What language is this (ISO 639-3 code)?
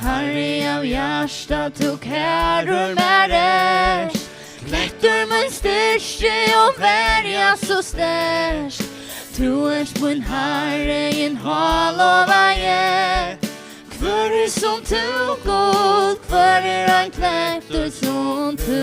fao